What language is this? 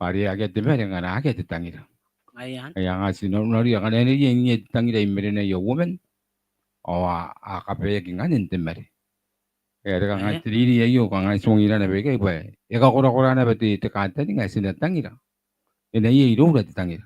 Gilbertese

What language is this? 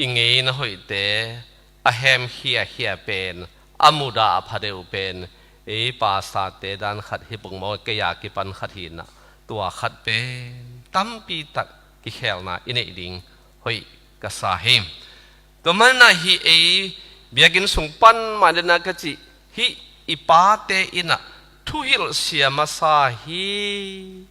Tedim Chin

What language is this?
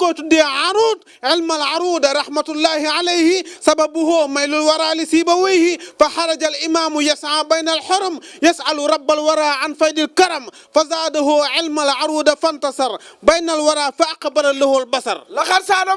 Wolof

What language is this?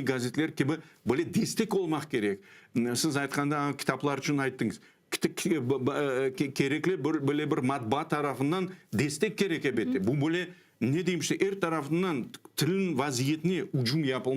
Crimean Tatar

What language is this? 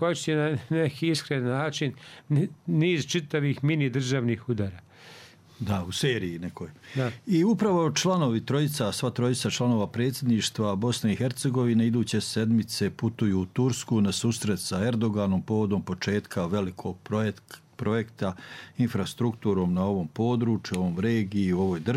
Bosnian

